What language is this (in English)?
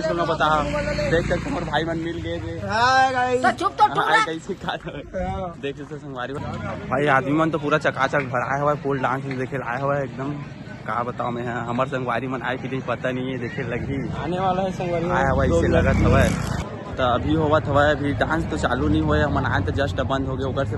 Chhattisgarhi